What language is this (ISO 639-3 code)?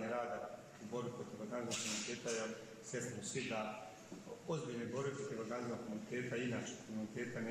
bos